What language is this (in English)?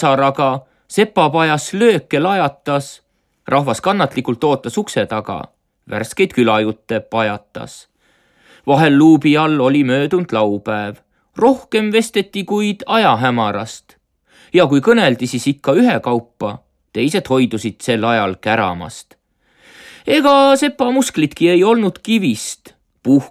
Estonian